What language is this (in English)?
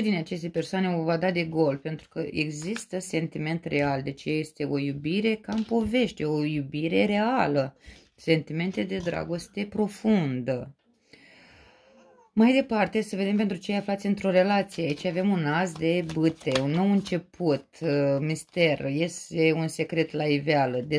Romanian